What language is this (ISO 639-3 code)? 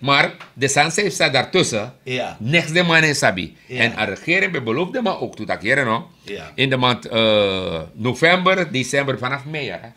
srn